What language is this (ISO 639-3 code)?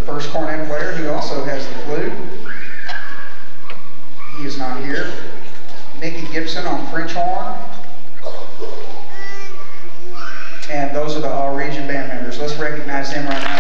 eng